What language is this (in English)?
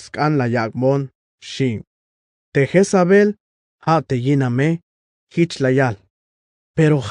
Tzeltal